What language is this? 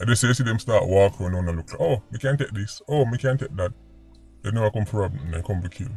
Jamaican Creole English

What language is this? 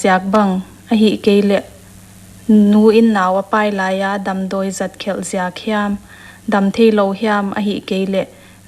Paite Chin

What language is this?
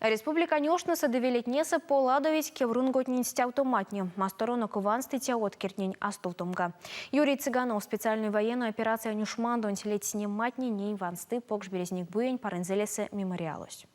Erzya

